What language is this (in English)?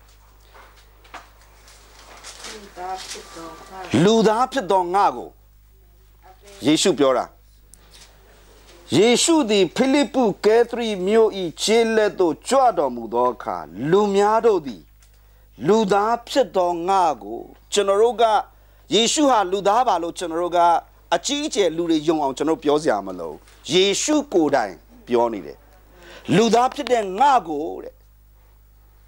Burmese